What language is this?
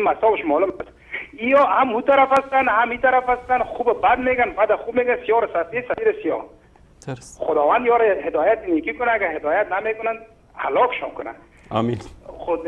Persian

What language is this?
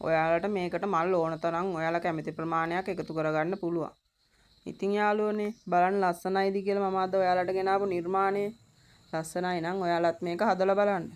Sinhala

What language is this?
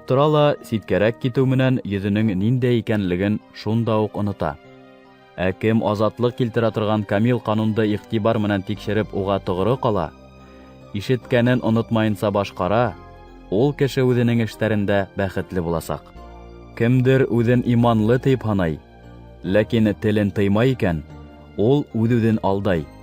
Bashkir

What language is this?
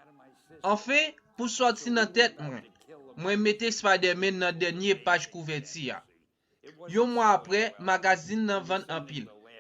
Haitian Creole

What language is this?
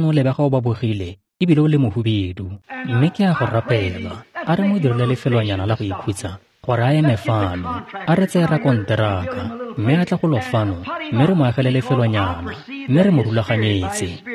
Tswana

